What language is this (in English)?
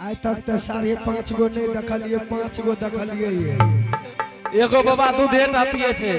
Angika